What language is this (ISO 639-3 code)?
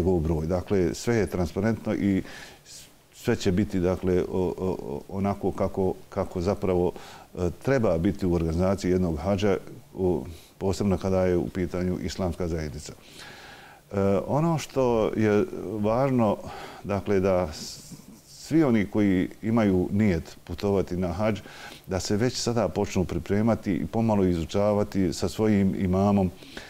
bos